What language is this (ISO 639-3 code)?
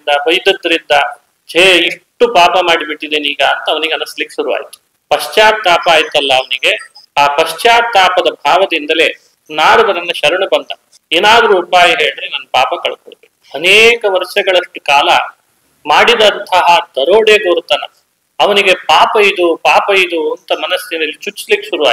kan